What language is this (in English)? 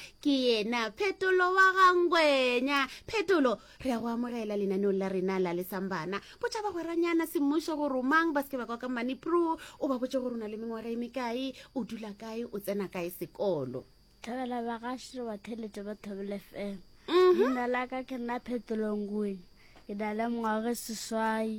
Northern Sotho